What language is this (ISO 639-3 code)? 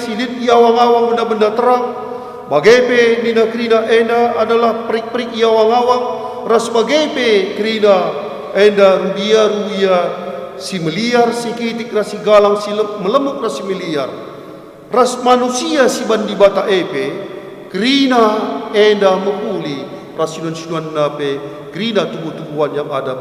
btx